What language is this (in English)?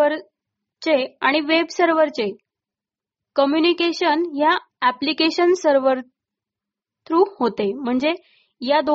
Marathi